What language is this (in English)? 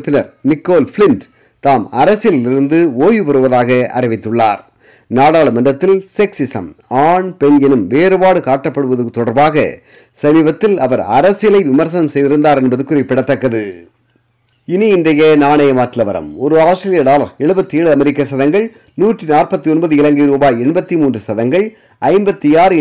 Tamil